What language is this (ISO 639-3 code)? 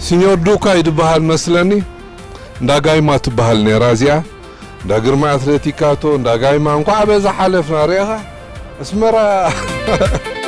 tir